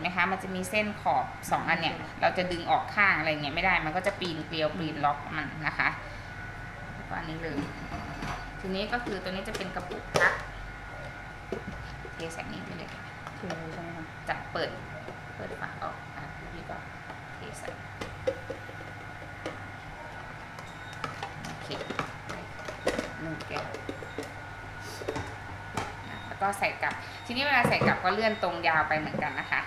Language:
Thai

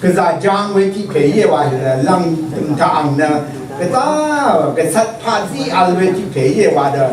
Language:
Rawang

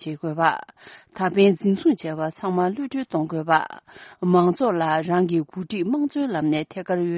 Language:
Tibetan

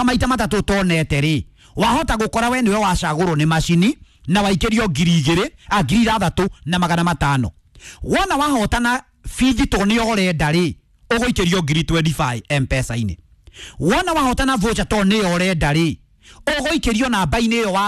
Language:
Kikuyu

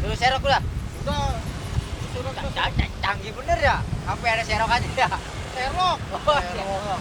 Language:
Betawi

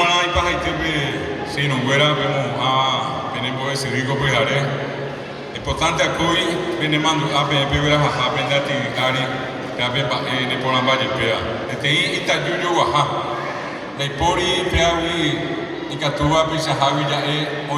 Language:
Guarani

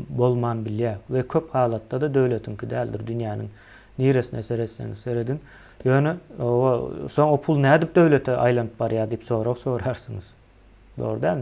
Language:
Turkmen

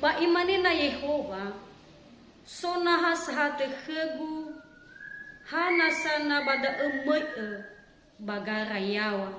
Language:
Nias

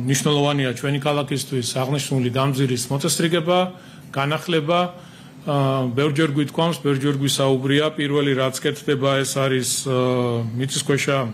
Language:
Georgian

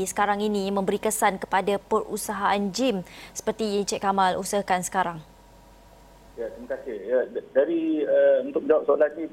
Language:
Malay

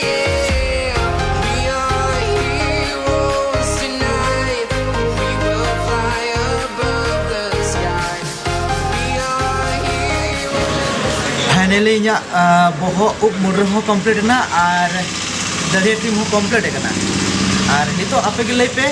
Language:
Santali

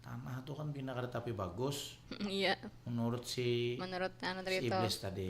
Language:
Banjar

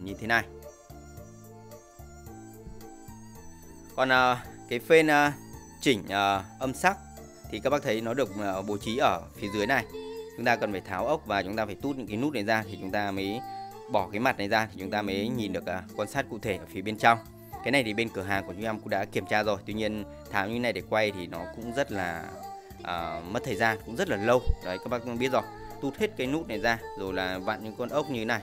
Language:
Vietnamese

